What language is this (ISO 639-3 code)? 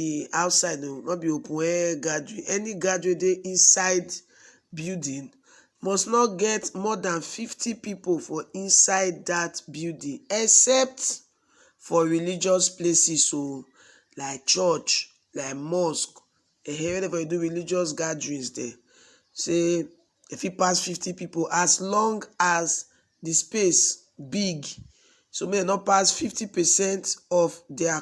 pcm